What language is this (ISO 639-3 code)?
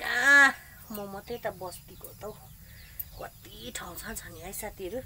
nep